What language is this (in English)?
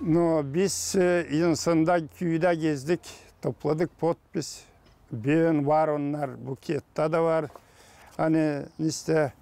Gagauz